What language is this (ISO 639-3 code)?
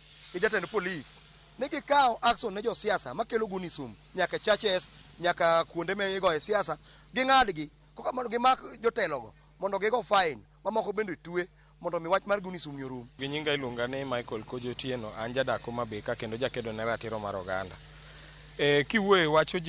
luo